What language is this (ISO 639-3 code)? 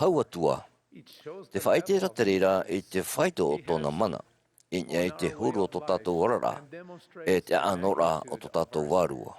tah